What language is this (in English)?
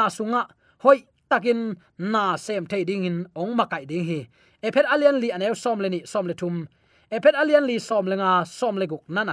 Tedim Chin